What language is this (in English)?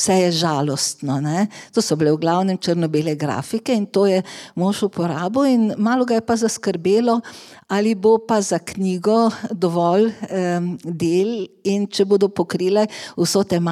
Slovenian